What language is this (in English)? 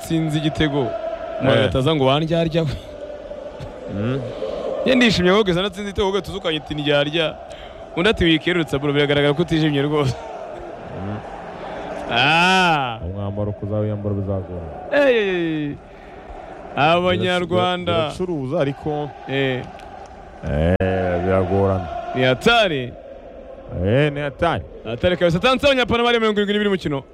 Kinyarwanda